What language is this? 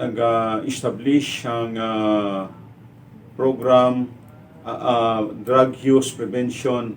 Hiligaynon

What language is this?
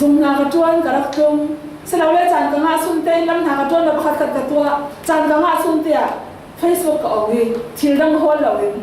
Falam Chin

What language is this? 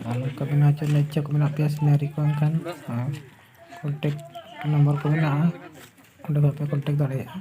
Santali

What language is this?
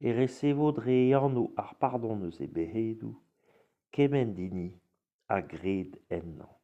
Breton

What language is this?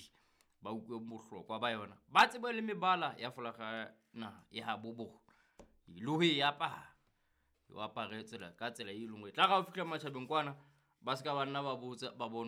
Southern Sotho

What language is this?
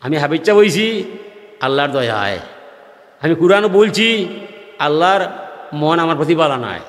Sylheti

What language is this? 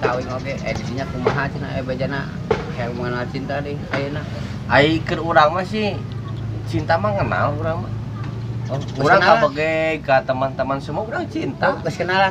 Sundanese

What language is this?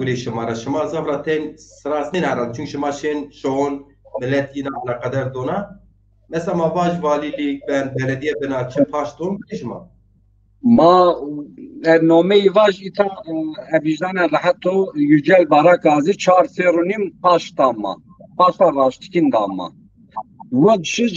Zaza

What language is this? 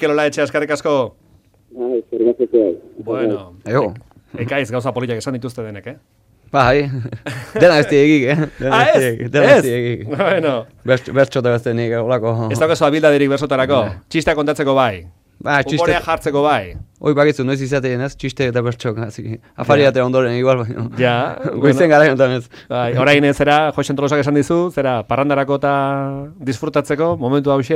Basque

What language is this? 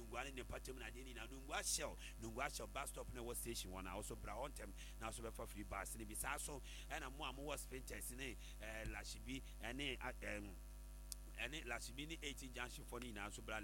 Akan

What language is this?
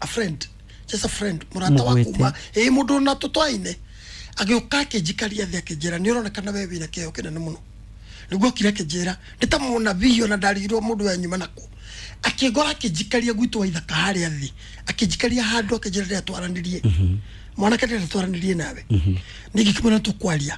Kikuyu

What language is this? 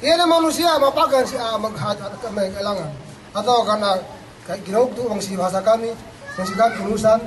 Yakan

